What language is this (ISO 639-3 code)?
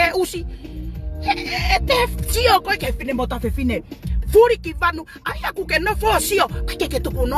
ton